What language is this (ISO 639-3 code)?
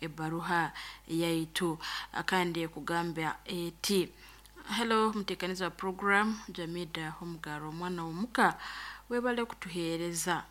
nyo